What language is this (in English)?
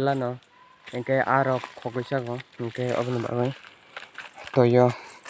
Kok Borok